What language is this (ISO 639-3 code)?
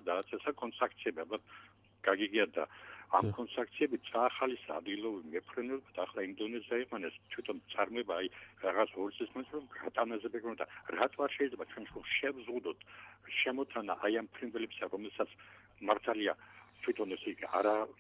kat